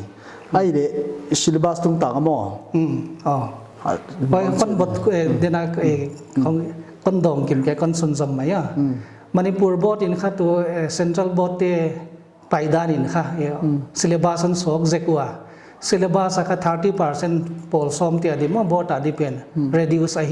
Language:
Paite Chin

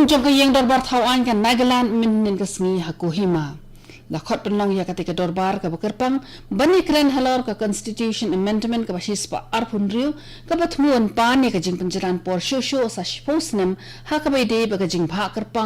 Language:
Khasi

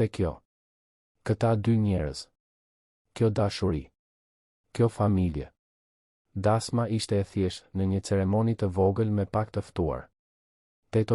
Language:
Albanian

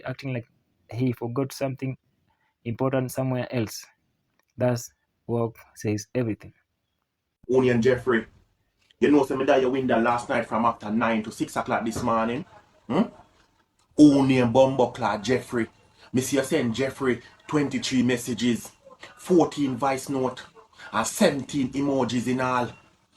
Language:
Jamaican Creole English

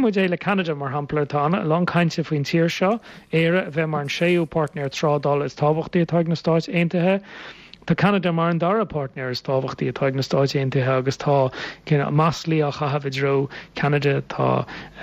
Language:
Irish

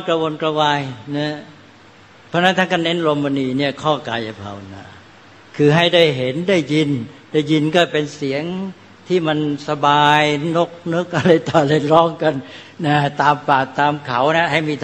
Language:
Thai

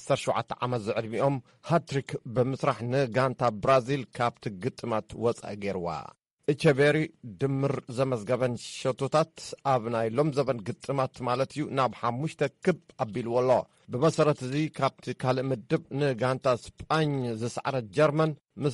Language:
Tigrinya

